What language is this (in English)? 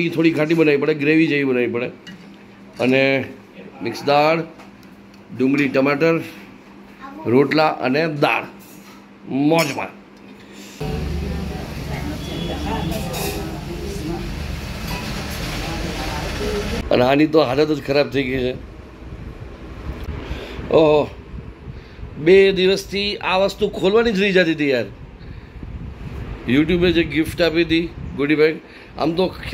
Gujarati